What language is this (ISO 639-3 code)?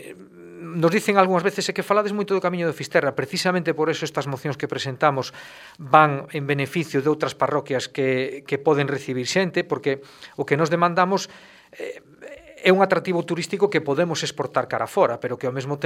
glg